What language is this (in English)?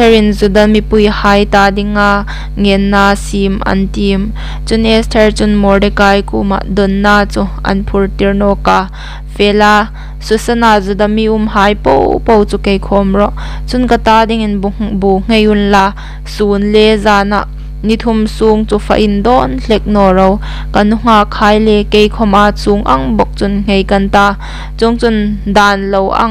Hmar